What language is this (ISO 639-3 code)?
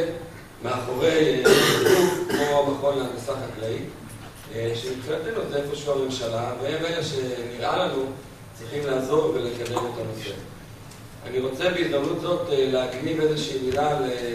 heb